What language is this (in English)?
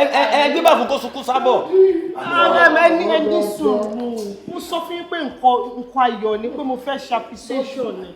Yoruba